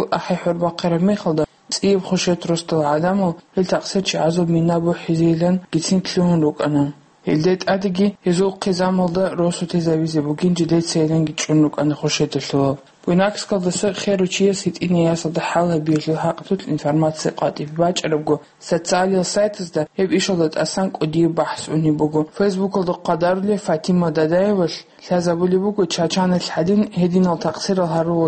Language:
Avaric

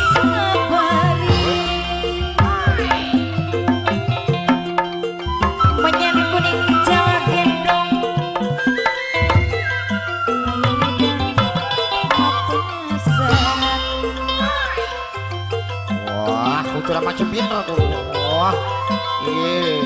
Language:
Javanese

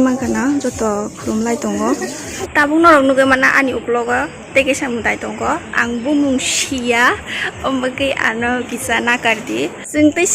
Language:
Kok Borok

